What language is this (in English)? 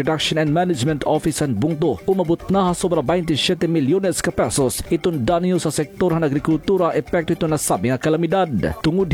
Waray